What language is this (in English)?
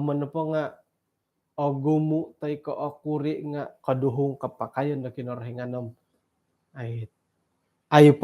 Central Dusun